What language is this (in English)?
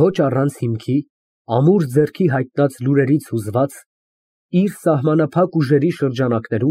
Armenian